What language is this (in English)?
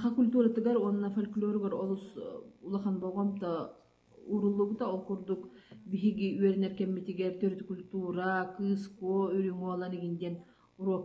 Yakut